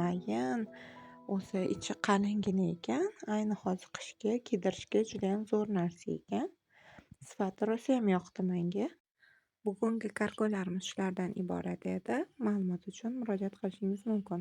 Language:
Uzbek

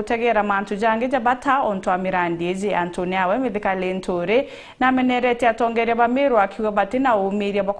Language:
Meru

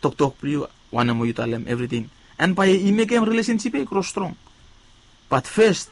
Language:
Bislama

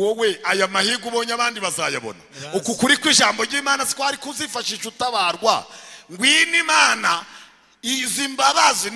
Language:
Kinyarwanda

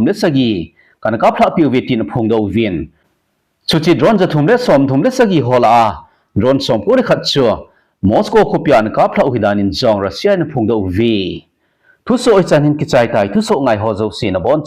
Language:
Thado Chin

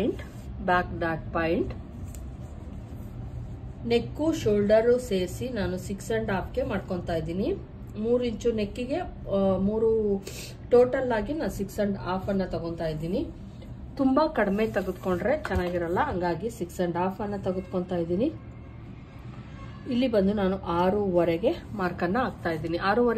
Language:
Kannada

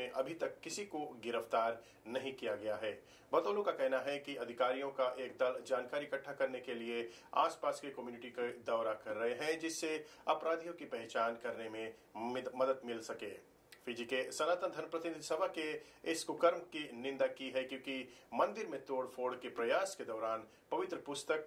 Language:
Fiji Hindi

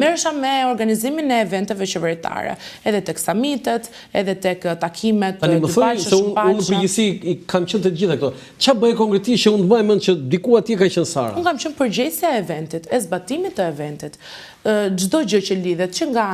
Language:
Albanian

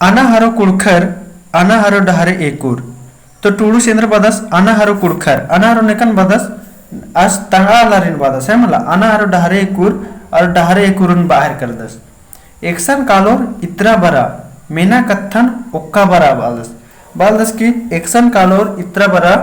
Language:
Kurukh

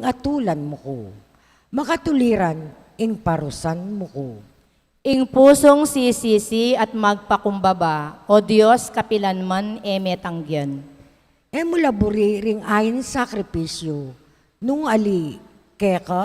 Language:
Pampanga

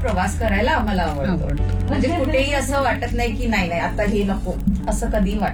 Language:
Marathi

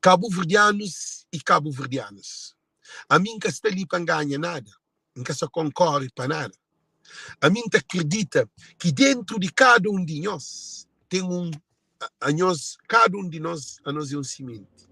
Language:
Kabuverdianu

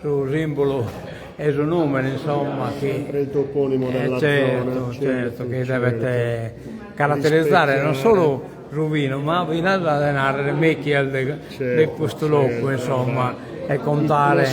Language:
Sardinian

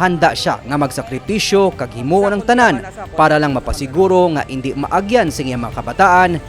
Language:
Hiligaynon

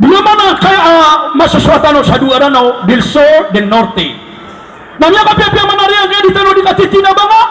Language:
Maranao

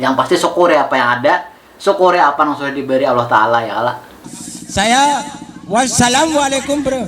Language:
Banjar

